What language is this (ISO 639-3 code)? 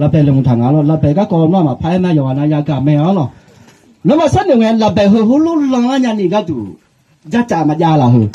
ahk